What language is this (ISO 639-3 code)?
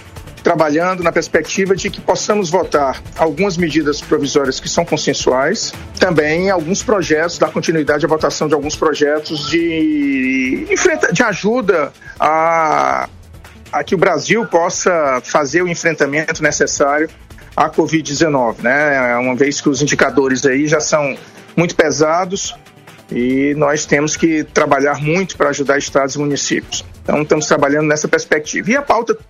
por